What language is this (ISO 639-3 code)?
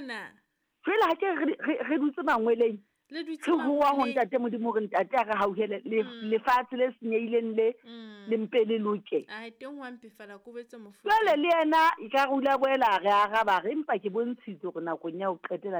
sot